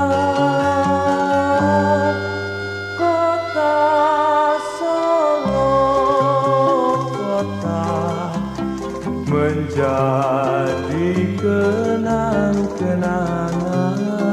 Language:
Indonesian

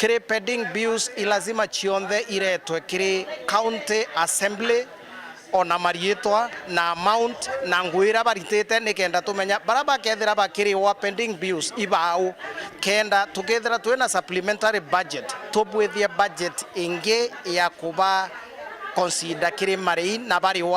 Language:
Meru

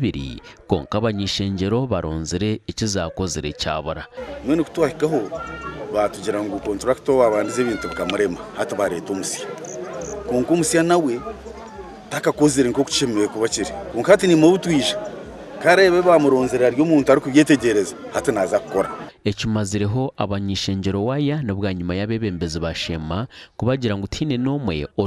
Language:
Nyankole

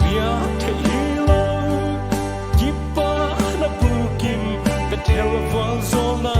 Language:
Paite Chin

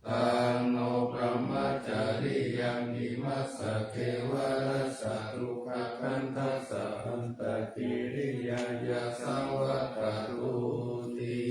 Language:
Pali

